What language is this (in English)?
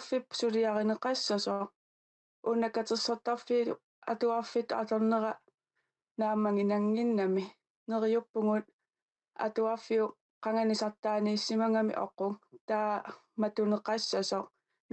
Kalaallisut